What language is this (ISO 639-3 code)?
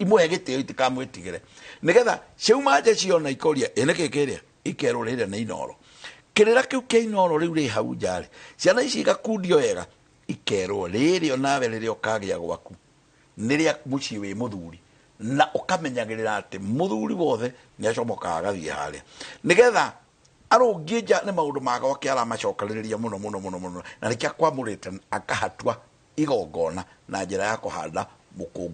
kik